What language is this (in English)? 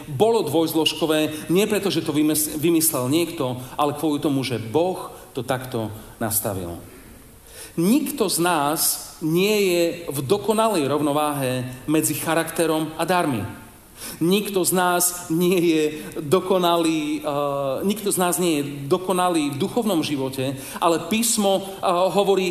Slovak